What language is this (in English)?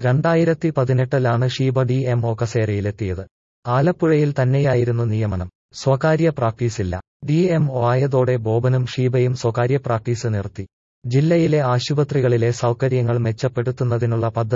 Malayalam